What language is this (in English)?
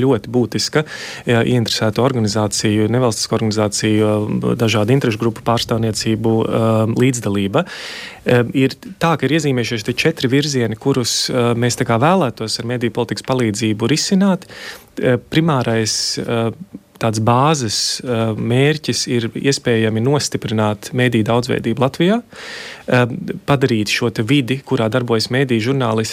Latvian